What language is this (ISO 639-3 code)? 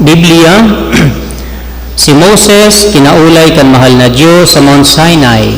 bik